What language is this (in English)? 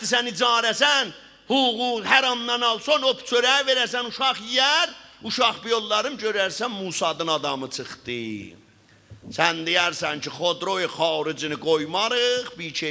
South Azerbaijani